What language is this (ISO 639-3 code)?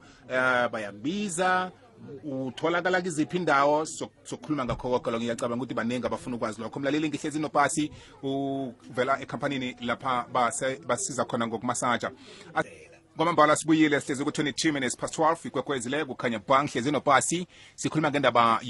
nbl